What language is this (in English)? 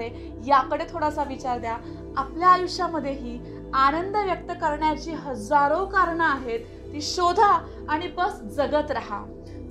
Marathi